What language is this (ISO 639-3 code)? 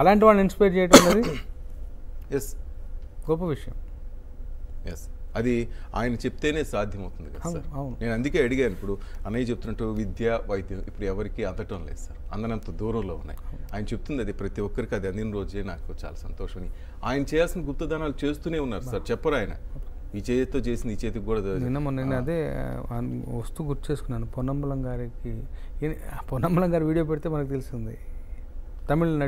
tel